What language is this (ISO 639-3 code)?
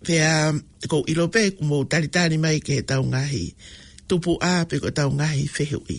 ton